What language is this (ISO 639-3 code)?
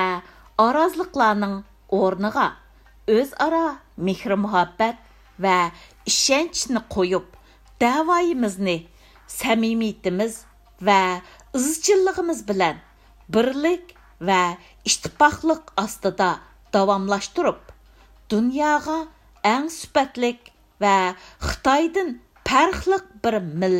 uig